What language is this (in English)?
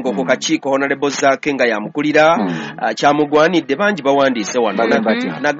Ganda